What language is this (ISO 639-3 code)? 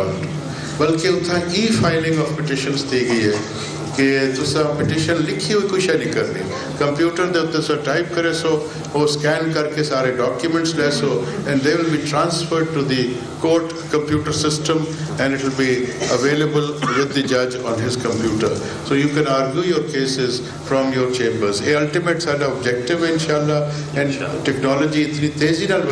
skr